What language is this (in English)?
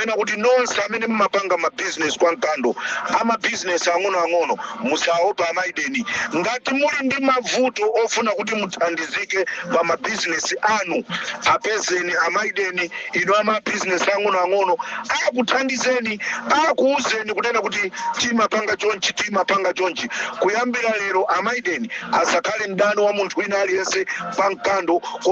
Nyanja